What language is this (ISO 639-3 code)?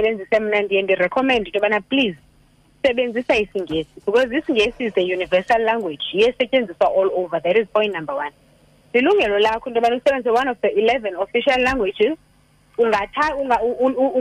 xho